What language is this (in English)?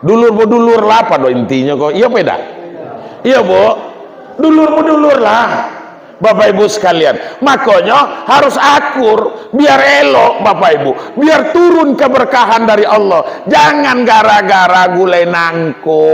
Minangkabau